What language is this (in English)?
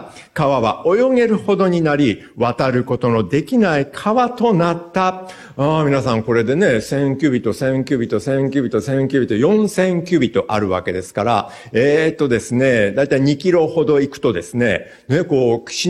Japanese